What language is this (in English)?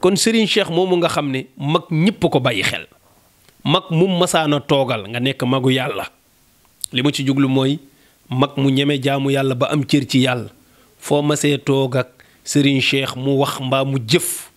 Wolof